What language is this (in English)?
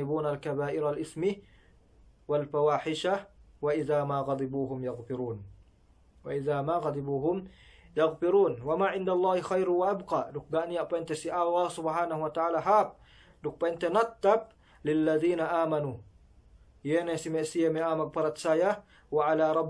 Yakan